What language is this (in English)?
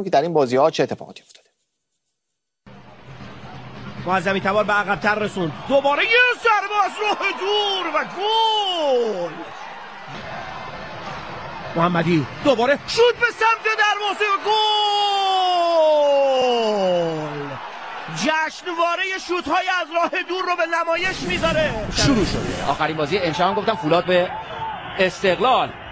Persian